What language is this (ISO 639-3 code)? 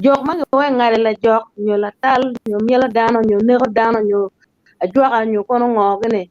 ach